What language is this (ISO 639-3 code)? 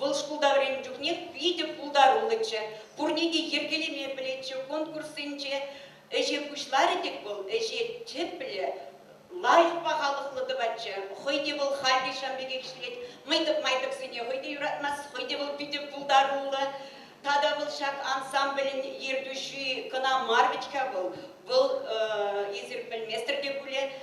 chv